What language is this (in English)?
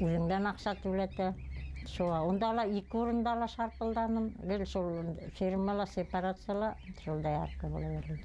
Bashkir